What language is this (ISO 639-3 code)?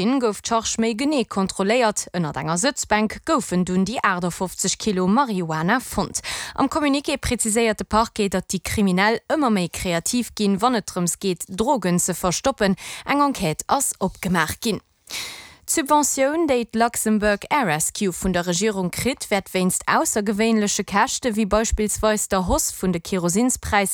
ltz